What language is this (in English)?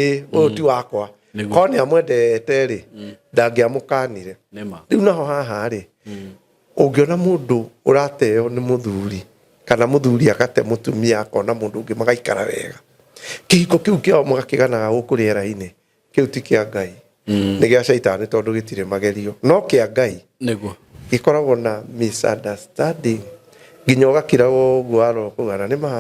Kikuyu